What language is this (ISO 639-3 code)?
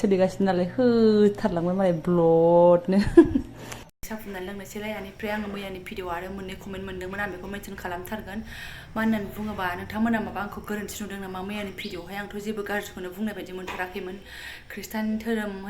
brx